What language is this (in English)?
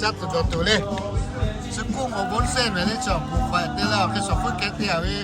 Lahu